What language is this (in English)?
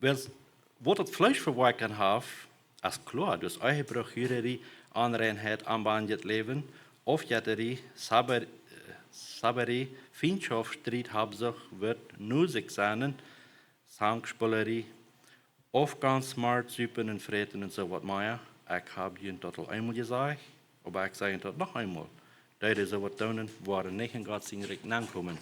Plautdietsch